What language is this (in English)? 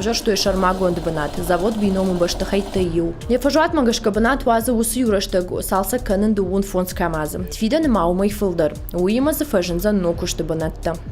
Ossetic